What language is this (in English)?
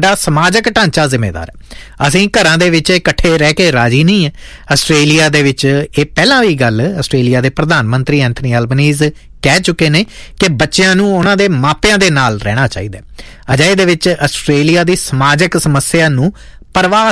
Punjabi